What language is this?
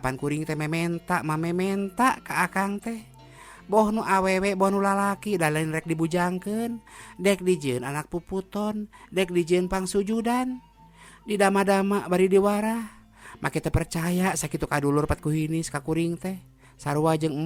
Sundanese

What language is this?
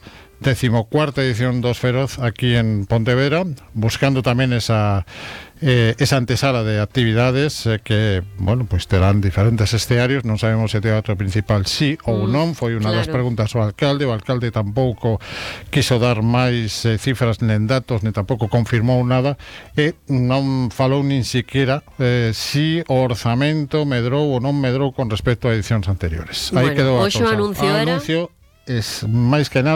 Galician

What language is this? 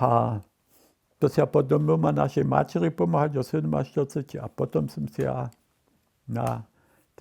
Upper Sorbian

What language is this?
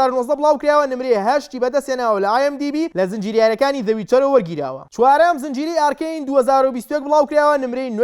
Central Kurdish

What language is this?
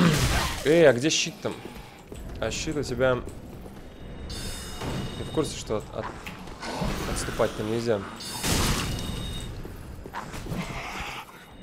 Russian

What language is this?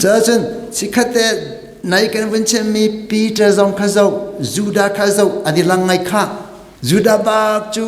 Hakha Chin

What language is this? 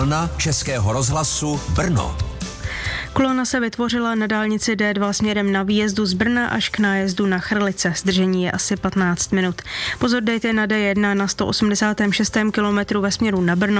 Czech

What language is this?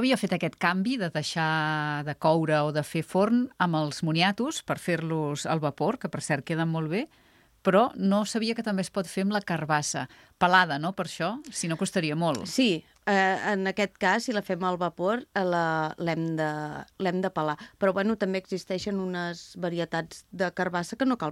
Catalan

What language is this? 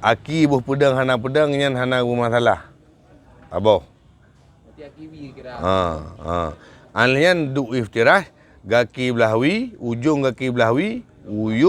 Achinese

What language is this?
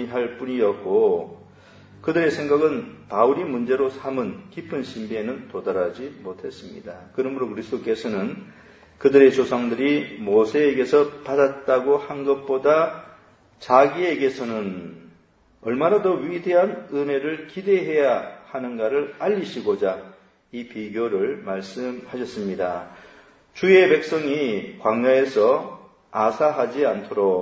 Korean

